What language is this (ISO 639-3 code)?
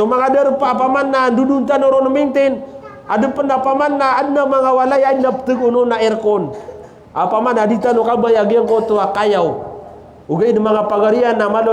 mrw